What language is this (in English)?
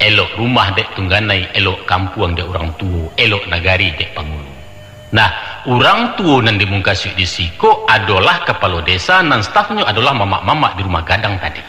Minangkabau